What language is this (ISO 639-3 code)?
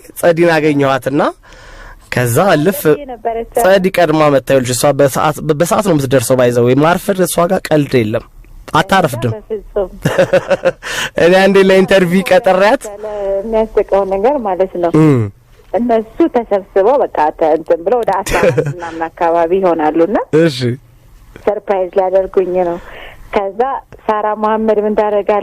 amh